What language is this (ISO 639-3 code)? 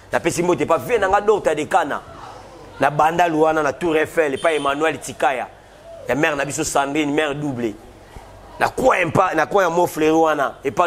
lin